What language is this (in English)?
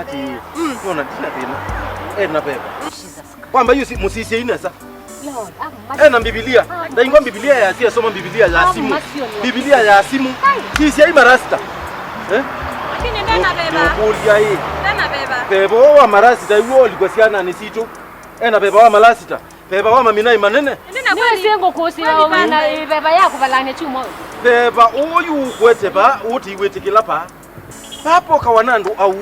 Kamba